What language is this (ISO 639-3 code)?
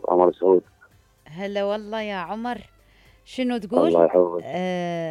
acm